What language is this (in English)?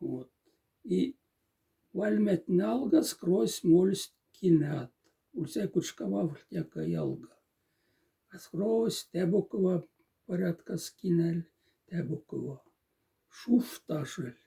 Moksha